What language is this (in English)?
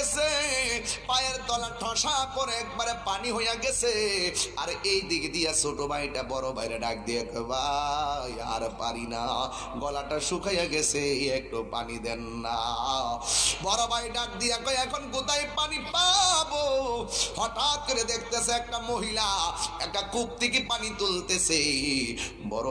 Bangla